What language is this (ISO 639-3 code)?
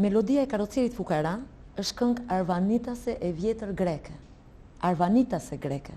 sqi